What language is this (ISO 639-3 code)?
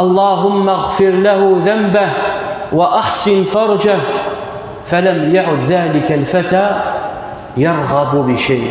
kab